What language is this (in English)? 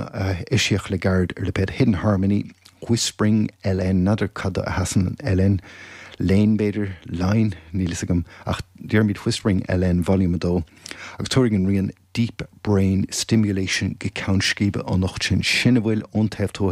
Irish